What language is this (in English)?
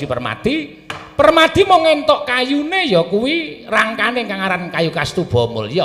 Javanese